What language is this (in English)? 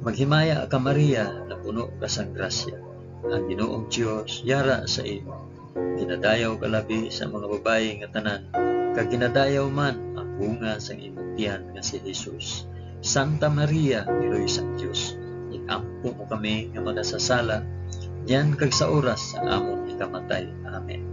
Hiligaynon